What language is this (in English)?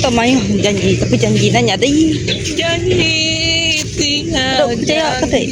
Iban